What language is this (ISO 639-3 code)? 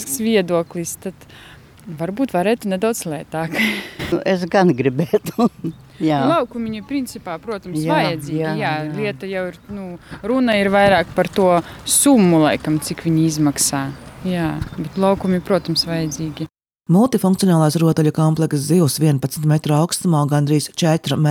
lav